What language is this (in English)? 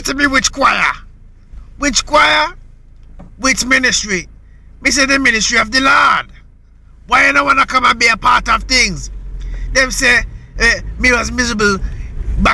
Jamaican Creole English